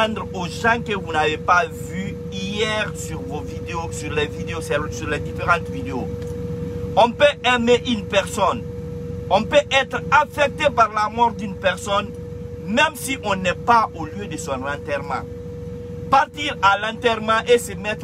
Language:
French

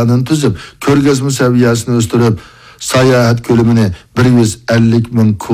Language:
Uyghur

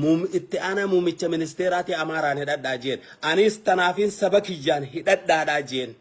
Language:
Oromo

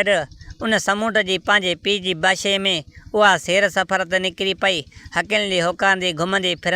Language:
Sindhi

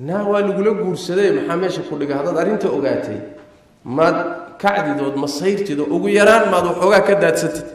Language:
Somali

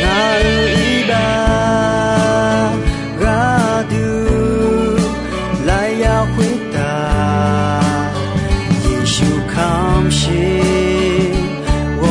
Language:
Akha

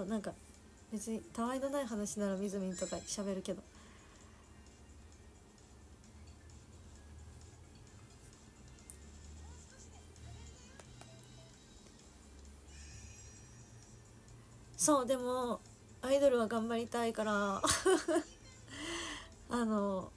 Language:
Japanese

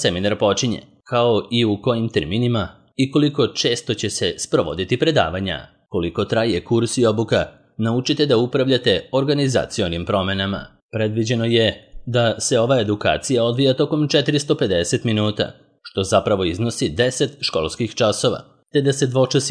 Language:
Serbian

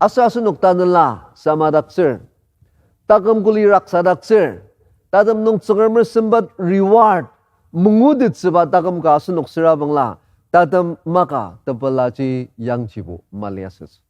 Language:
Ao Naga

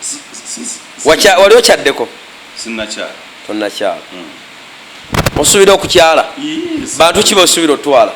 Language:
Ganda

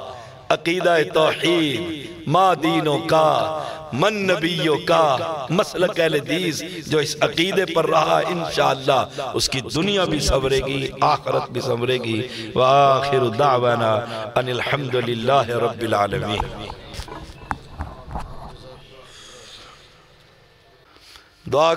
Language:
Urdu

